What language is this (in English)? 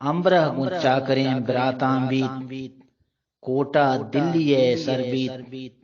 Eastern Balochi